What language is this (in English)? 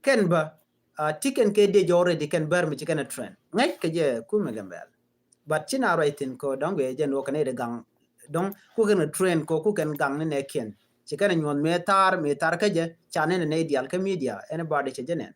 Nuer